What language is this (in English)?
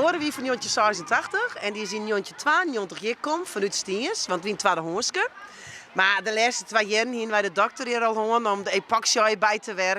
Western Frisian